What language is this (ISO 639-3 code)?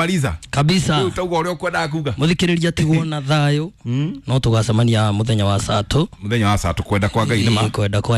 kik